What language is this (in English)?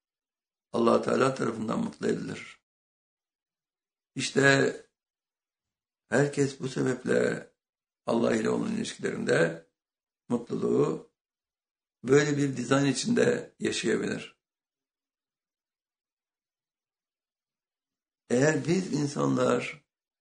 Turkish